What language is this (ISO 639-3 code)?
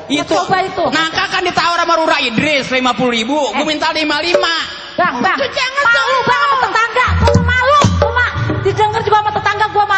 bew